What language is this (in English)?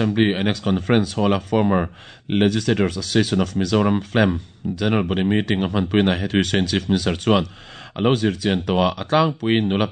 Mizo